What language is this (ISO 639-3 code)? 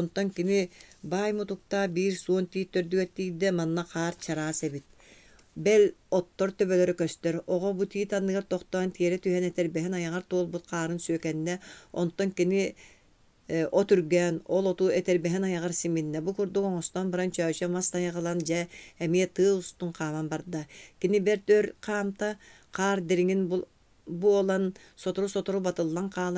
sah